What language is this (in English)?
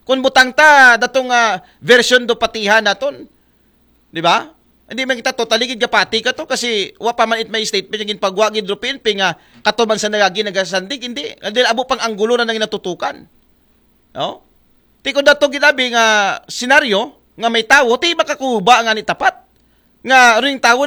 Aklanon